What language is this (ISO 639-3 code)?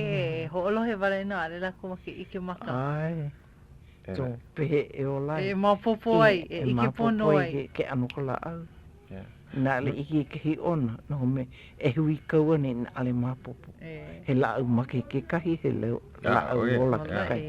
haw